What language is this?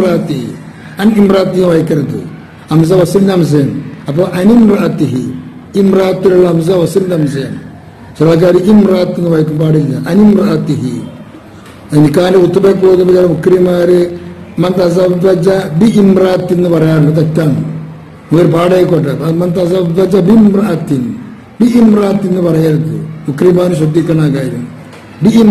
Malayalam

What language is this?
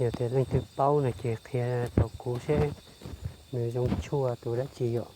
Hmong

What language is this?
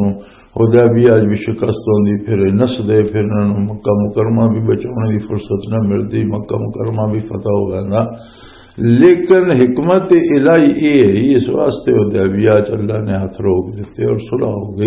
Western Panjabi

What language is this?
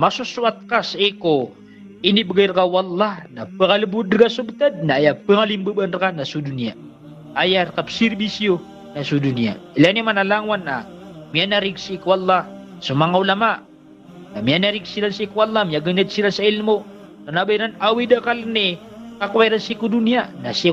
Maranao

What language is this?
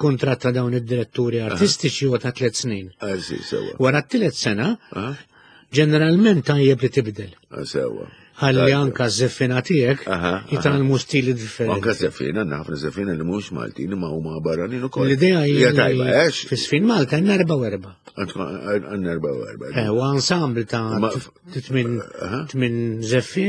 Maltese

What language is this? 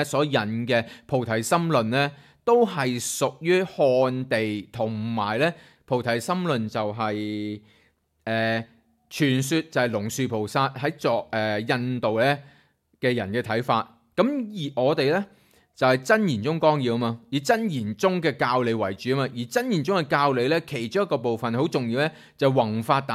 Cantonese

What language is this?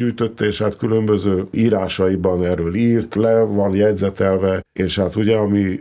Hungarian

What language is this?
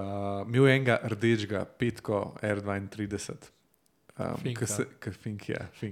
Slovenian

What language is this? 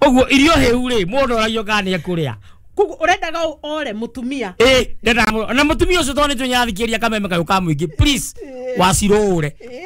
Kikuyu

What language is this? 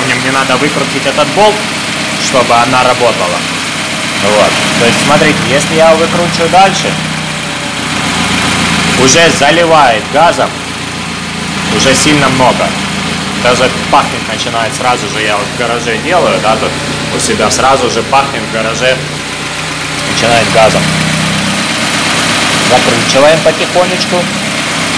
Russian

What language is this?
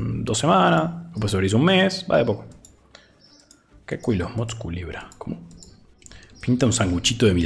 Spanish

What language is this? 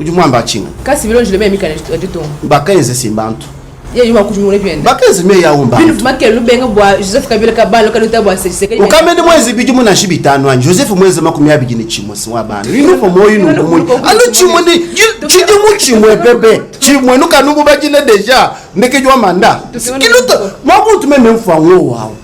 Luba-Lulua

